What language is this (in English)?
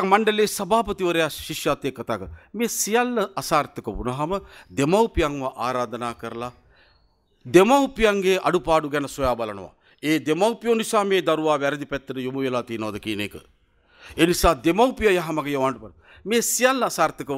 Sinhala